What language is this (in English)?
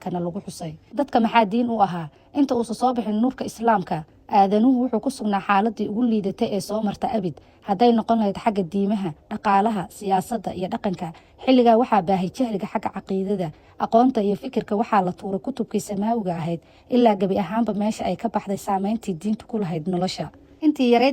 Somali